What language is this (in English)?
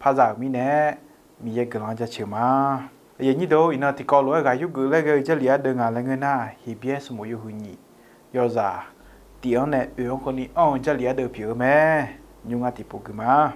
Akha